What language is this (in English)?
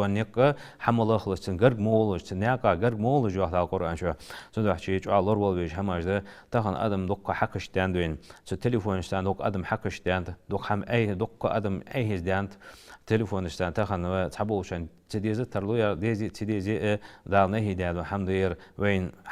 Ingush